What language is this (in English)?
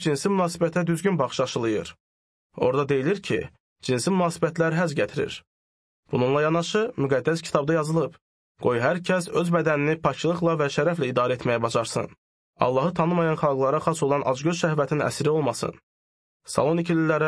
Azerbaijani